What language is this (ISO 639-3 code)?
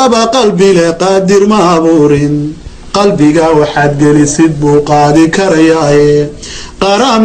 som